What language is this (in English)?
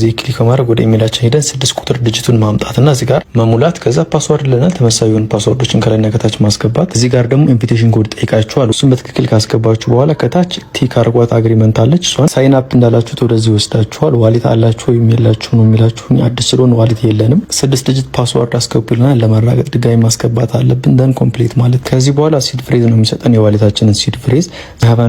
Amharic